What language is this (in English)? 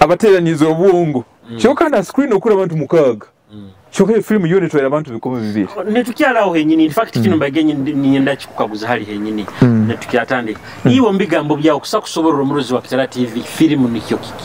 Nyoro